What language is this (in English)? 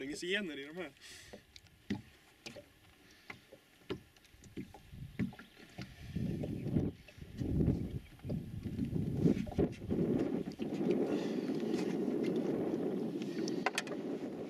Swedish